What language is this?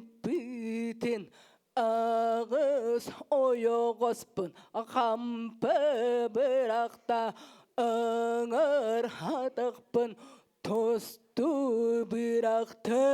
Yakut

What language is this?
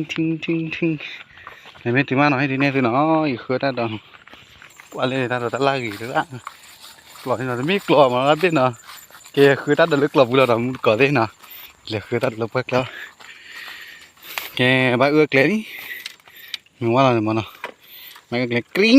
S'gaw Karen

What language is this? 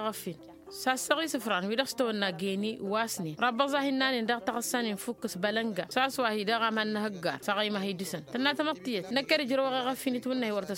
Tamasheq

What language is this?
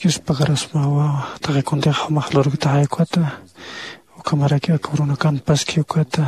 Aymara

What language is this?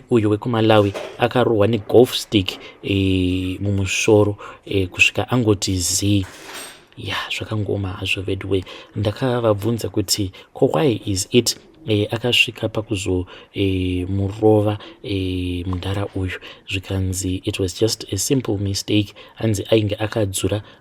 Shona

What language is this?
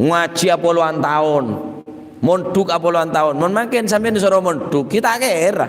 Madurese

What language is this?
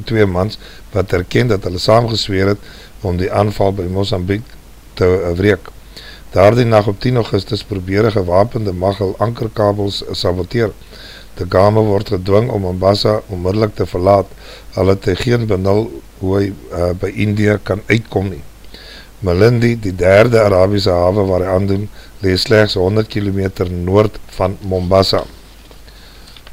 Afrikaans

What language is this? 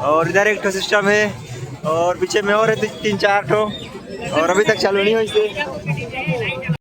Chhattisgarhi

